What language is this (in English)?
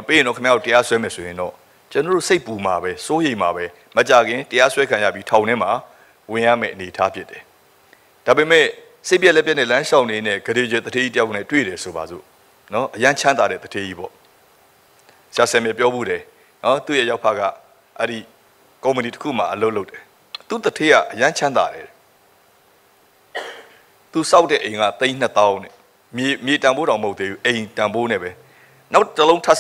Burmese